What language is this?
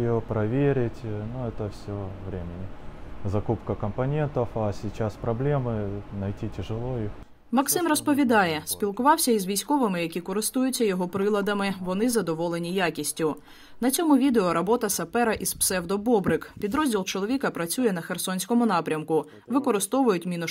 Ukrainian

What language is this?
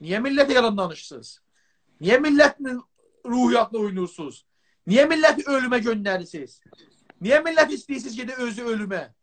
South Azerbaijani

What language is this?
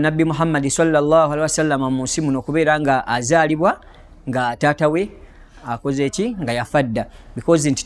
Ganda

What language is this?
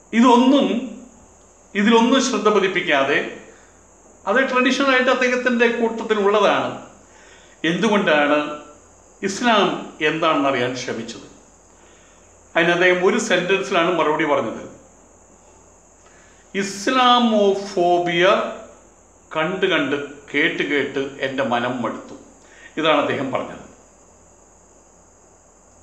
Malayalam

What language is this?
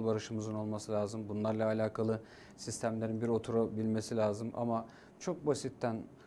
Turkish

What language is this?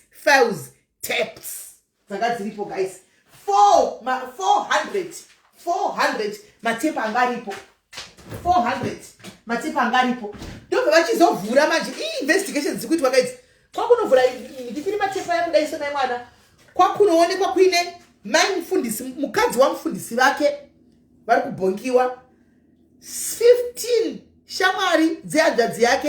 Shona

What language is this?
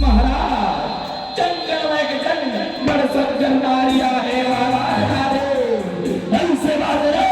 Chhattisgarhi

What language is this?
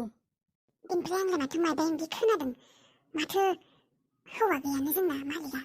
Bodo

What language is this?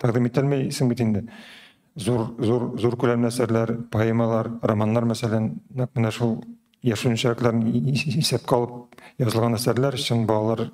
Tatar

